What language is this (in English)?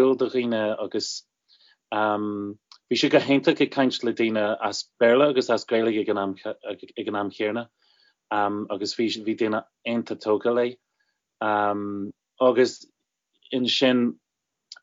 Irish